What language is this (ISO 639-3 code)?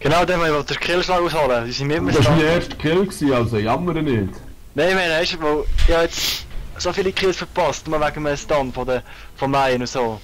gsw